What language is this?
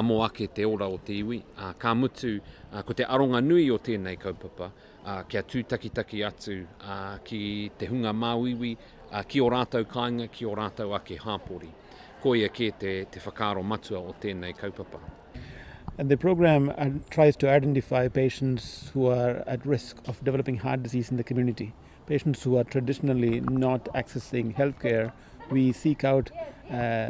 Māori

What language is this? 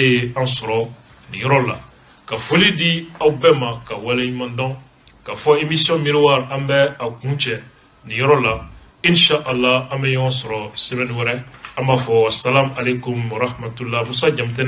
Bambara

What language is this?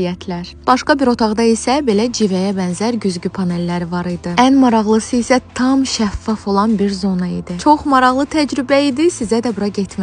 Azerbaijani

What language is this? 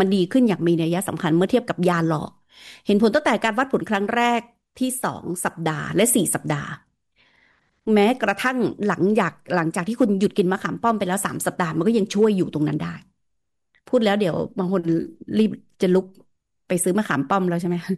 Thai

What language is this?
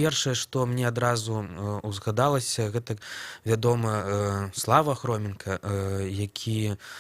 Belarusian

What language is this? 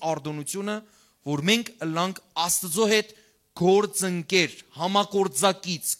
Western Armenian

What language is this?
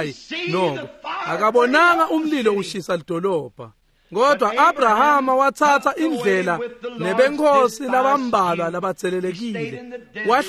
Swati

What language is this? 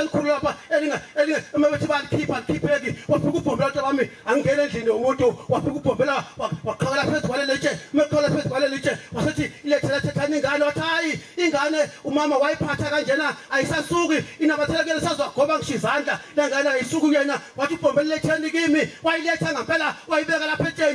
Zulu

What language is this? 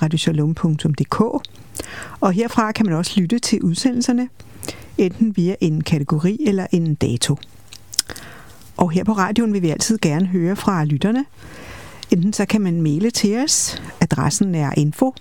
Danish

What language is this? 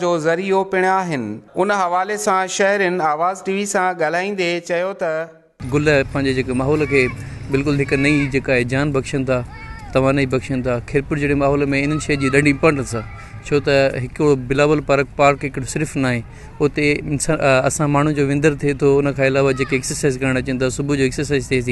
Sindhi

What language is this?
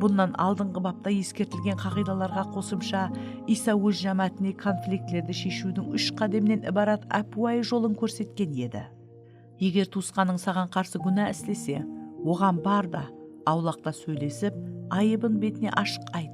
Kara-Kalpak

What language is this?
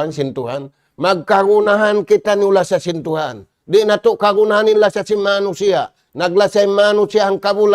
Tausug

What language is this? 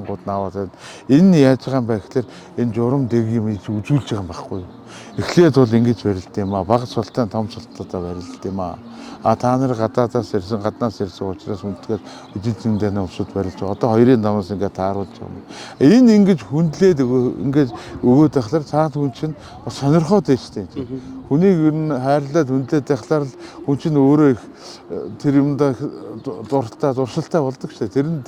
Mongolian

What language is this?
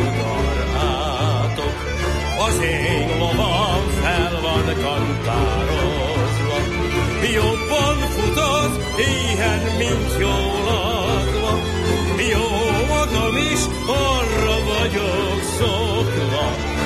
Hungarian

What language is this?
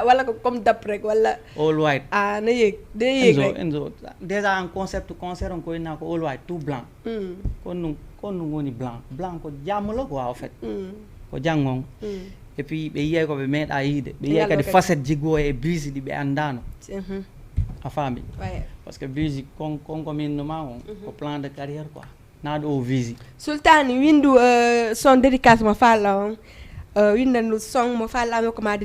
Fula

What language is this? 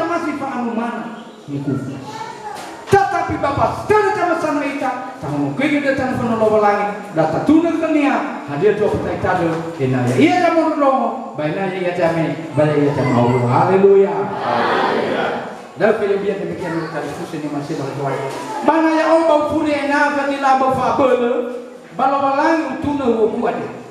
Nias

